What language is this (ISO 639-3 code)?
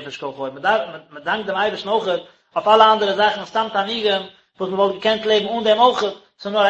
yid